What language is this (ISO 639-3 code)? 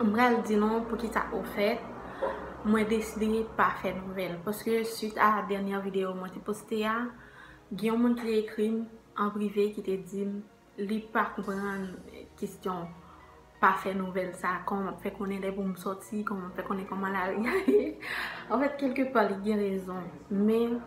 hat